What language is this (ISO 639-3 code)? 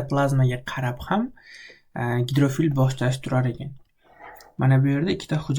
uzb